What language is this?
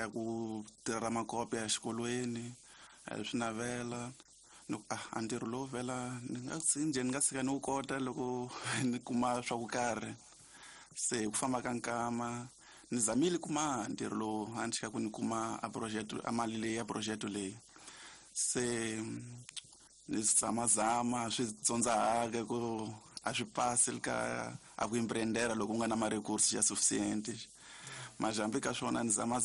Tsonga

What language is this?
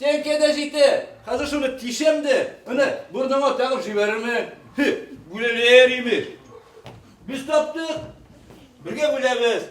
Bashkir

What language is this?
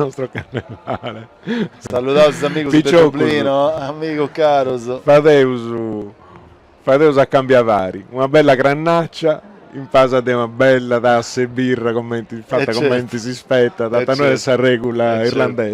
Sardinian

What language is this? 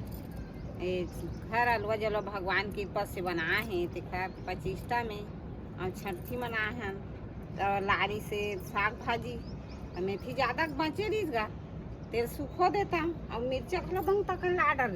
Chhattisgarhi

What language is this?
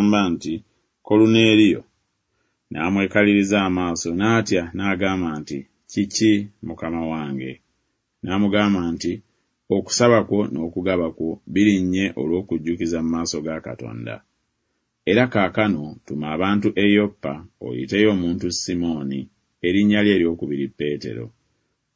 Ganda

